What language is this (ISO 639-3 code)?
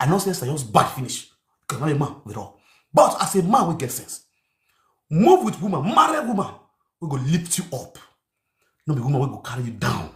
pcm